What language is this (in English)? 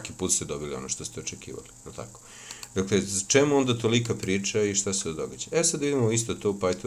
Serbian